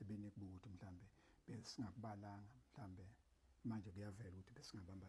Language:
Zulu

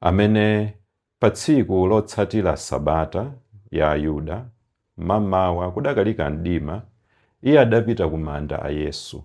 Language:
Nyanja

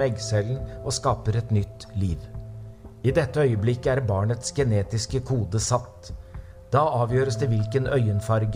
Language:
Norwegian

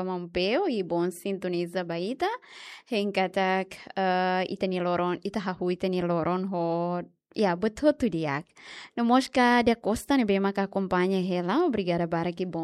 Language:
Tetum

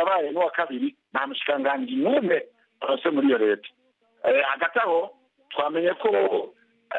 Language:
Kinyarwanda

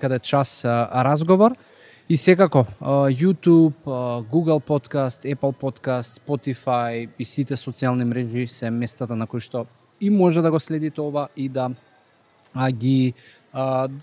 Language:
Macedonian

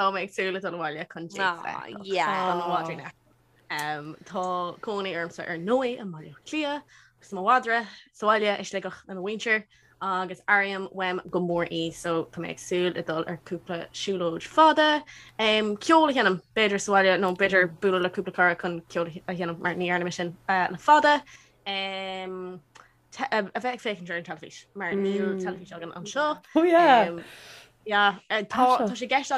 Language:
Irish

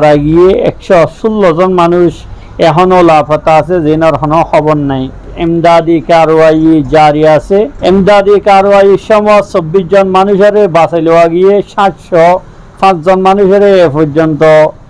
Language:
Rohingya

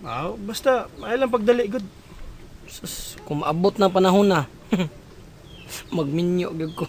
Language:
Cebuano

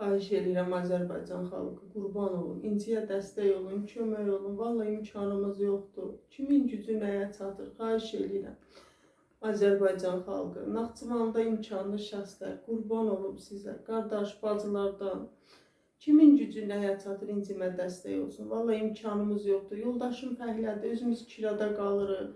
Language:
Azerbaijani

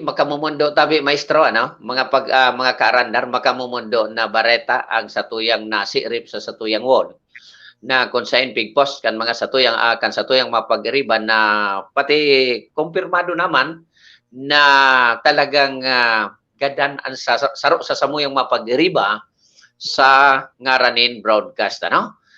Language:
Bikol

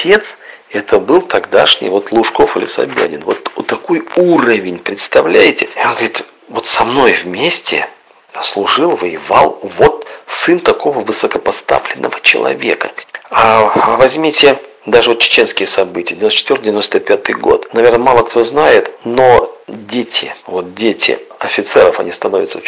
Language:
Russian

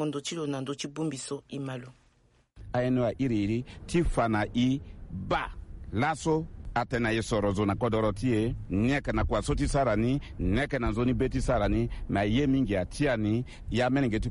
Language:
Sango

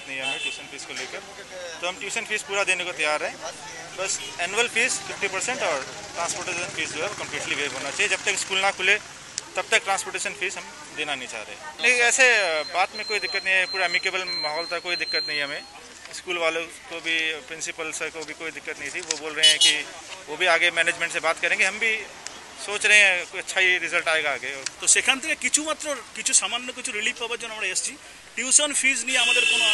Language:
Bangla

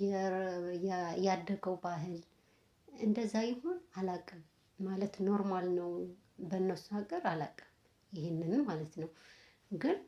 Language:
Amharic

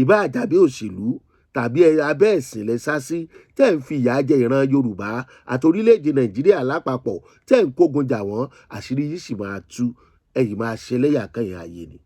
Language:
Yoruba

